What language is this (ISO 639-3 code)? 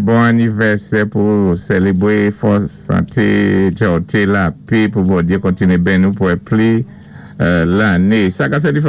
acf